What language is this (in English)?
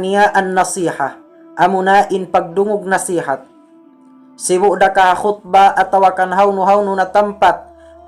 Tausug